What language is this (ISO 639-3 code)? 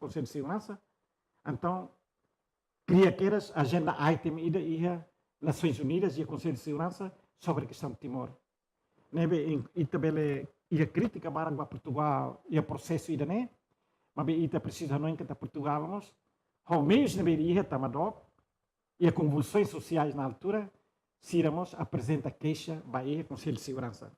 tet